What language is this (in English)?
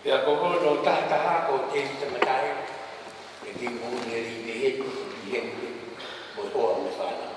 Tongan